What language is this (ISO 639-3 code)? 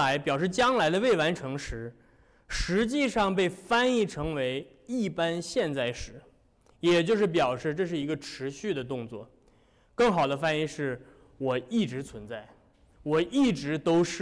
zho